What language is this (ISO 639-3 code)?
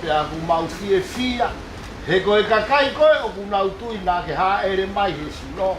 ton